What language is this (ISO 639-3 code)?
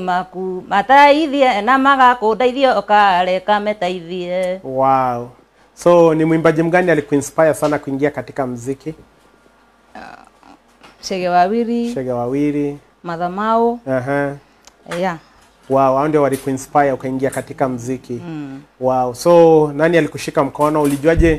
swa